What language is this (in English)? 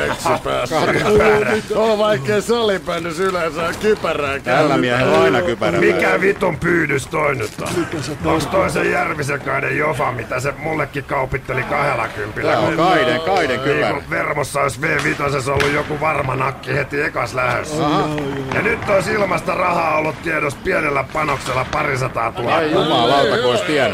Finnish